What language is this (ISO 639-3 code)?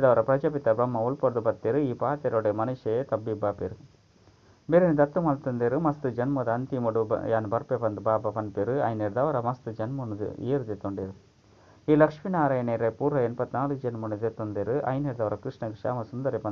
tcy